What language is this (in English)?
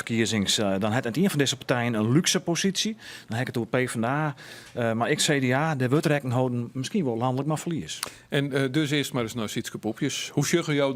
Western Frisian